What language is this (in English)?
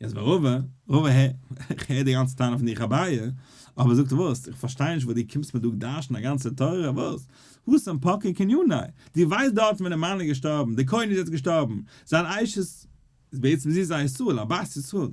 Yiddish